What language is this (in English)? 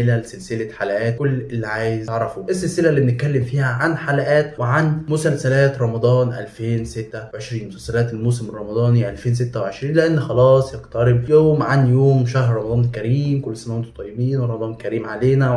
Egyptian Arabic